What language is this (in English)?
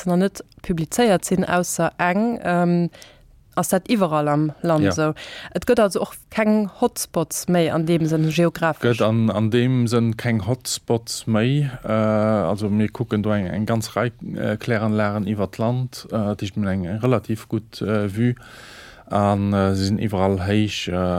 Luxembourgish